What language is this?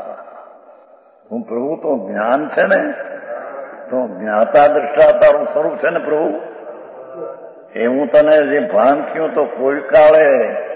Gujarati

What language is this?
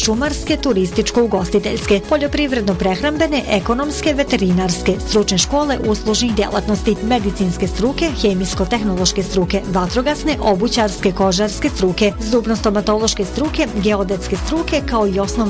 Bosnian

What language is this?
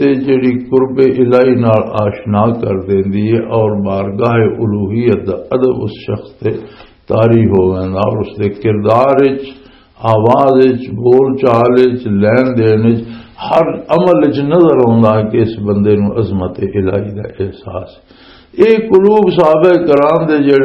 Western Panjabi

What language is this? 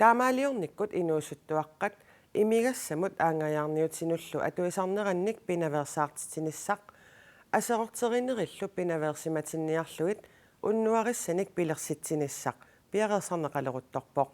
Kalaallisut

